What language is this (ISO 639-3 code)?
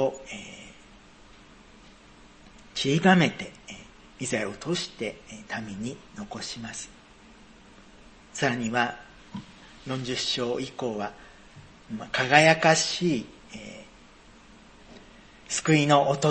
jpn